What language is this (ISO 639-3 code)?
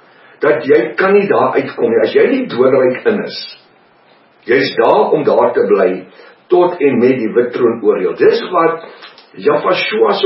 afr